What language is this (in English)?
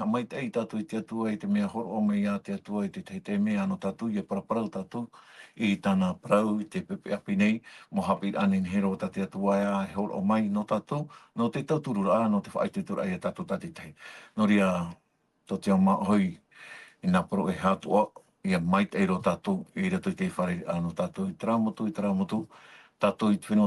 Tahitian